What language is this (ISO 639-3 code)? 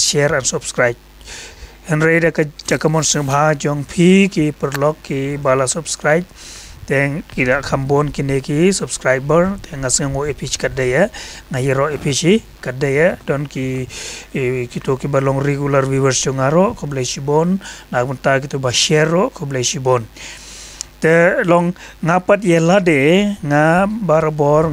kha